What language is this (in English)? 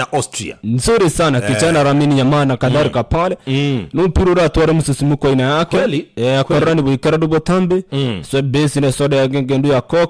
Gusii